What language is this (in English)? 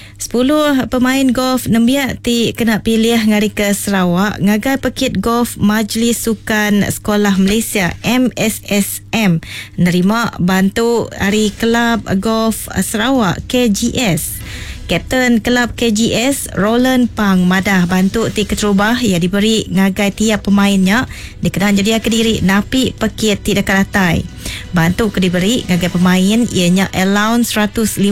Iban